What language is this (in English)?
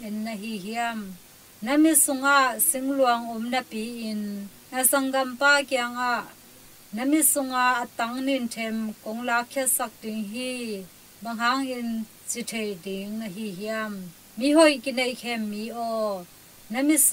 Tedim Chin